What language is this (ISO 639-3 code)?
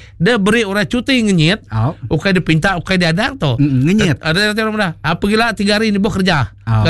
iba